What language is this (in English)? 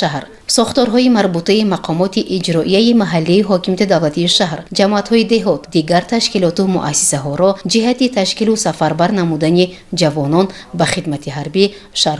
Tajik